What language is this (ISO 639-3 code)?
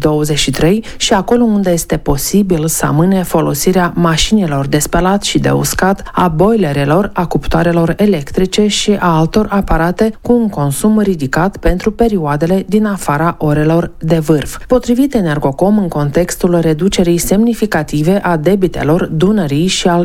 ron